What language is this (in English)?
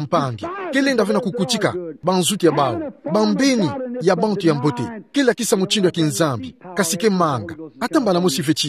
Kituba (Democratic Republic of Congo)